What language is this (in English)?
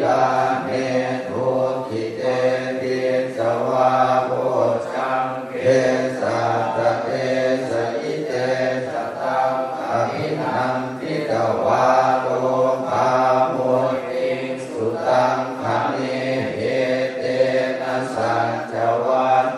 Pali